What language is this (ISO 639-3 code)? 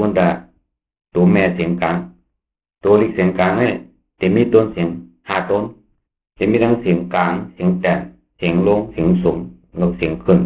shn